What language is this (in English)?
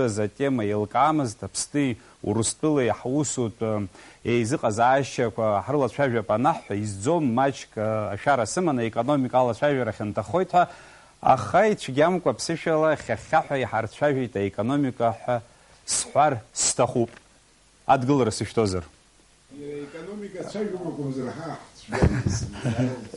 Abkhazian